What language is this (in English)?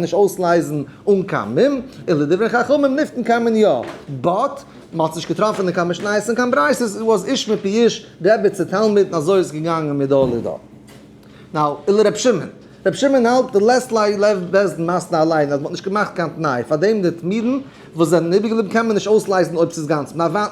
Yiddish